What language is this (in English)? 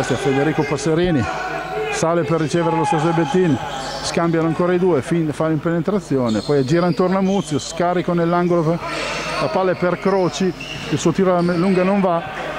Italian